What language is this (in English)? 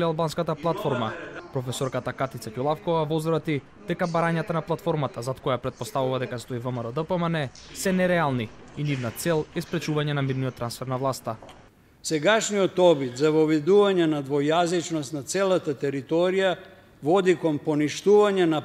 Macedonian